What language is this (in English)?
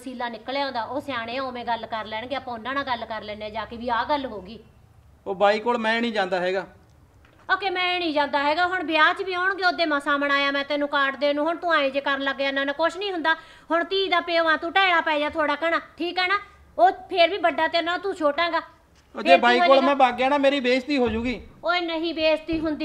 Punjabi